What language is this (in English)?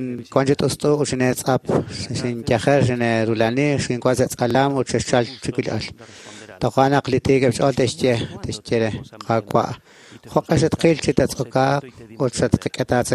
Kekchí